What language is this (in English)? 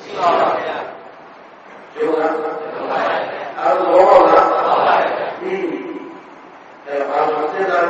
Burmese